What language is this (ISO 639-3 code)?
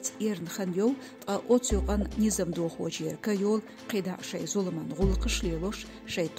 che